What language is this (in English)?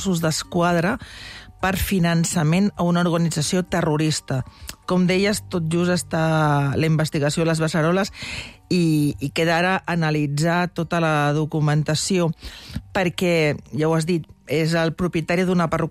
Catalan